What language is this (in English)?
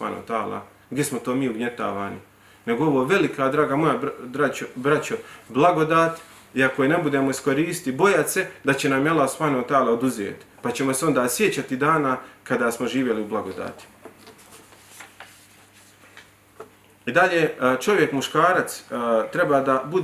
Bosnian